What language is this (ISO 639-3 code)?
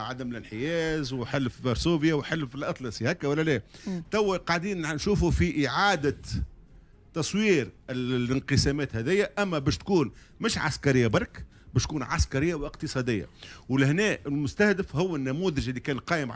aeb